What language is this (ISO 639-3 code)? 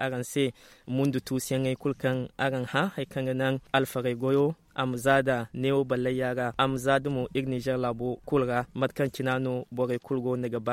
dje